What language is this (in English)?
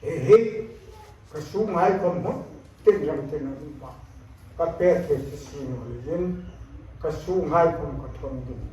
Hmar